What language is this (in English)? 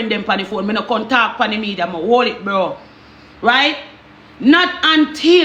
Jamaican Creole English